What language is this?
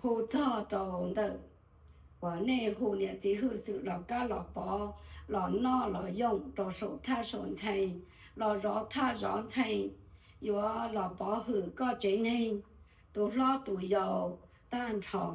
Hmong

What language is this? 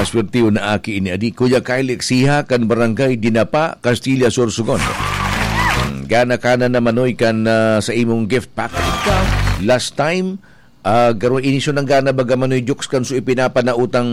Bikol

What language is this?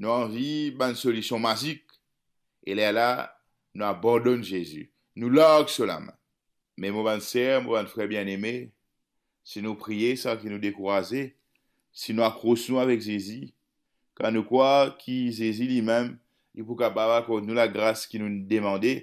Morisyen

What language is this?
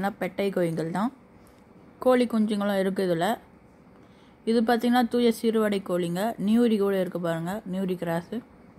Tamil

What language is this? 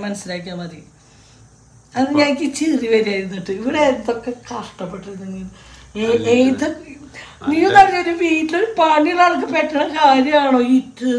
Malayalam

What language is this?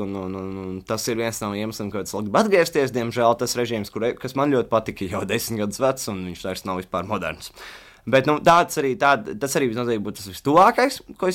Latvian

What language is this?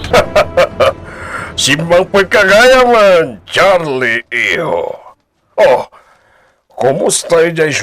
Iloko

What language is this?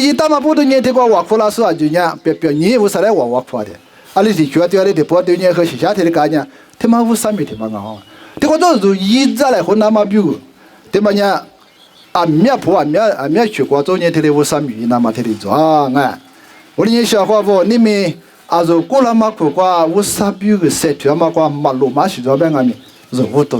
Lisu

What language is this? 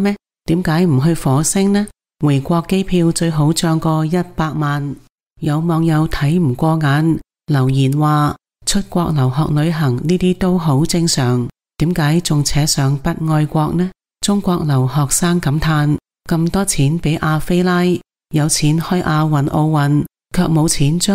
Cantonese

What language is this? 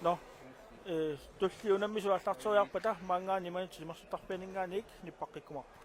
Kalaallisut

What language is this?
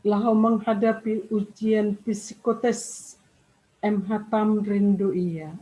Batak Simalungun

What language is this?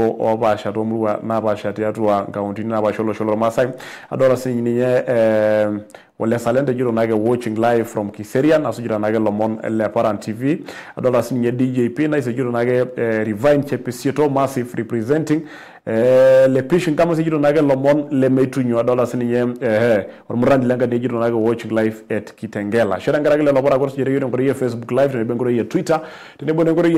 Masai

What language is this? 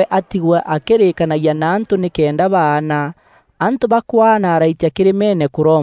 Meru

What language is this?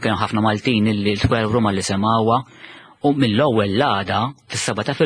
Maltese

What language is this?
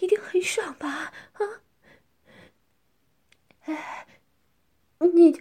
Chinese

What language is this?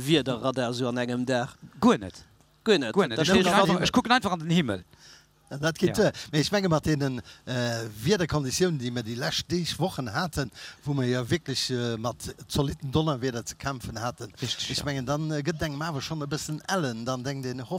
Luxembourgish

